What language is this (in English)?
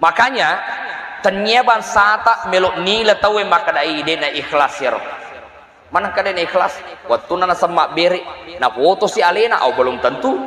Buginese